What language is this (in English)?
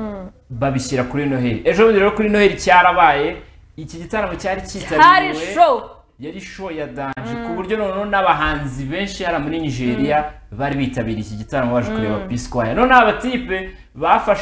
Kinyarwanda